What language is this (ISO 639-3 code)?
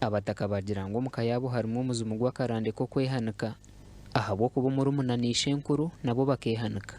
nyn